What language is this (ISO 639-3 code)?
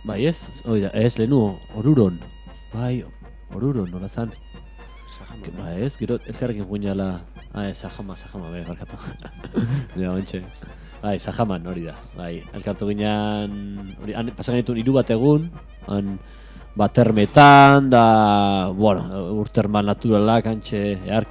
eus